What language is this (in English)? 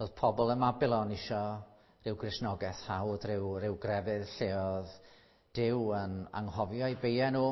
Welsh